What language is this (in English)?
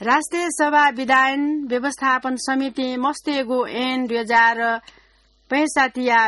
Newari